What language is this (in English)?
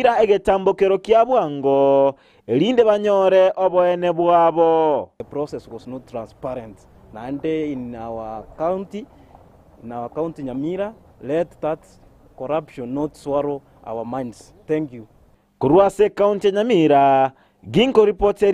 Gusii